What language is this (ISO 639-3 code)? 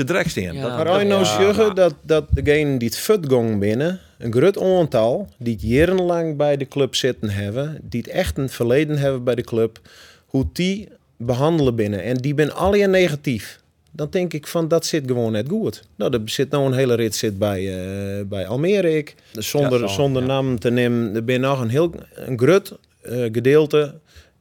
fry